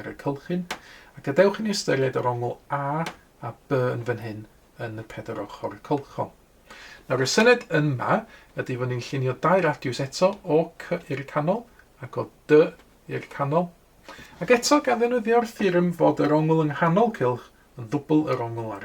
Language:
Welsh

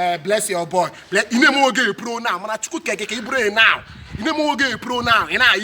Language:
Igbo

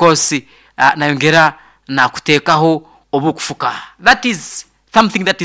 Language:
Nyoro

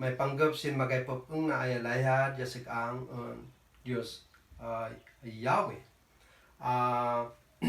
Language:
Kankanaey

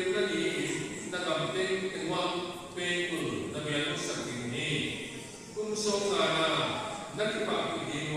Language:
Paite Chin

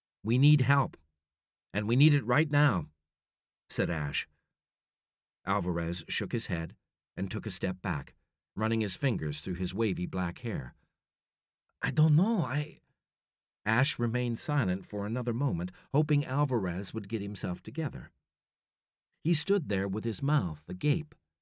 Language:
English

